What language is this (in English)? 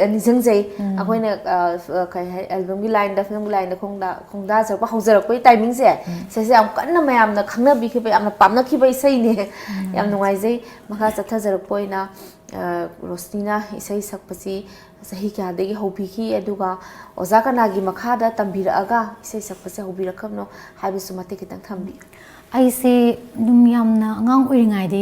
Manipuri